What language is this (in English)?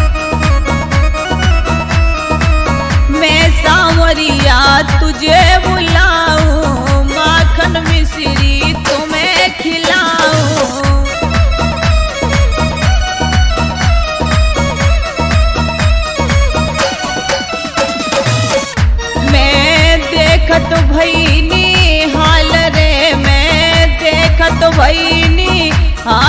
Bhojpuri